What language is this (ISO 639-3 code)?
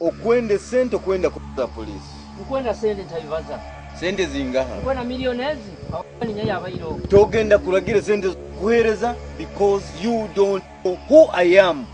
nyo